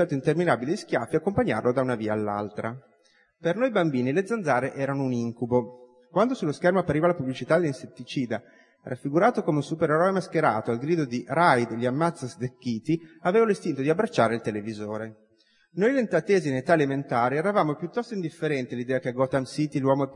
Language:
Italian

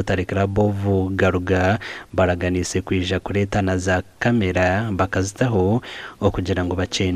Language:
Nyankole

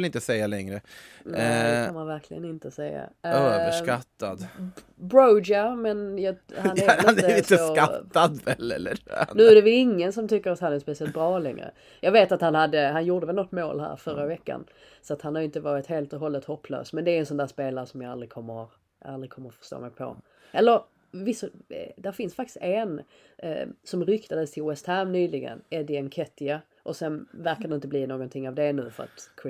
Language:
Swedish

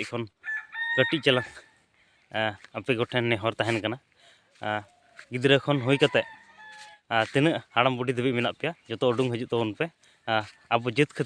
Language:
Santali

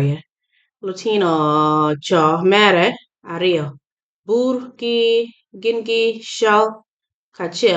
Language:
Acoli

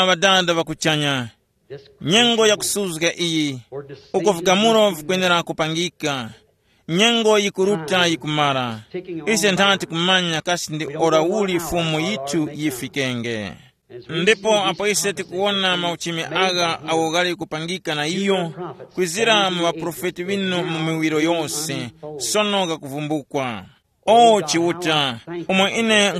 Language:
Tumbuka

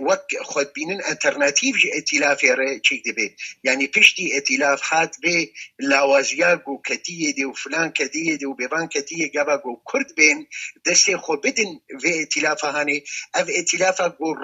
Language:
Kurdish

